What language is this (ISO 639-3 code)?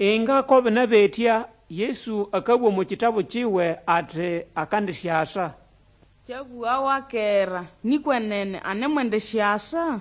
nnb